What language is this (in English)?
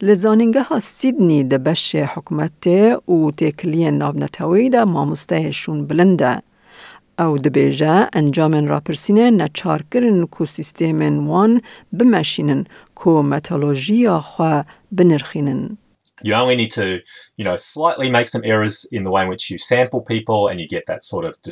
Kurdish